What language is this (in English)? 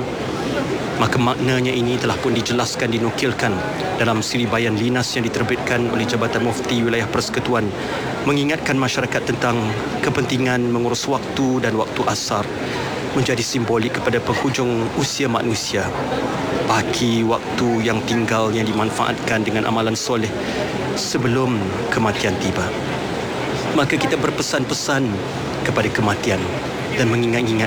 Malay